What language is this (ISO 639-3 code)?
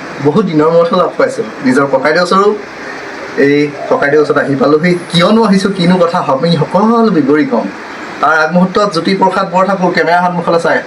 asm